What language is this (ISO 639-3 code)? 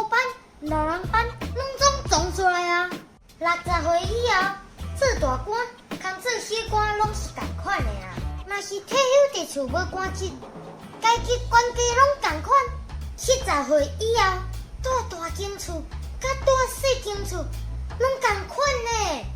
nan